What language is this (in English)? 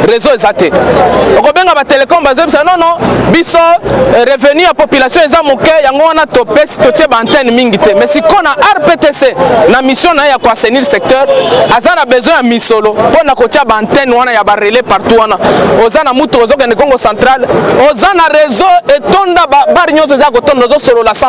Lingala